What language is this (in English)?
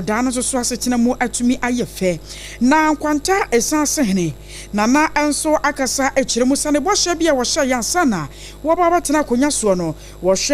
Akan